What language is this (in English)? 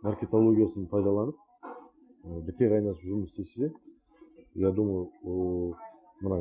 Kazakh